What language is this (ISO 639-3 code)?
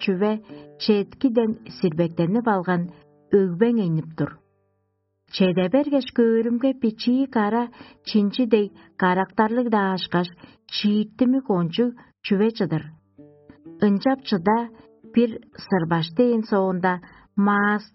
tyv